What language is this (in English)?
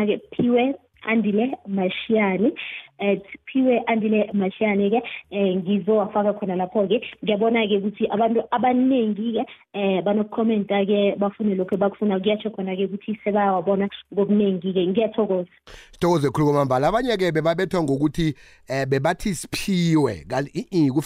South Ndebele